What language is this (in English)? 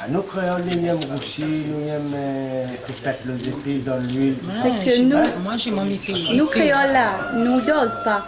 Réunion Creole French